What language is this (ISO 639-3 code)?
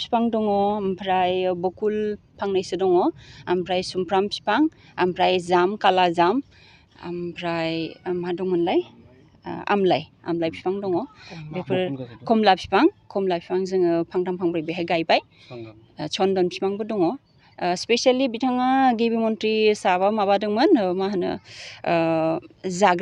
brx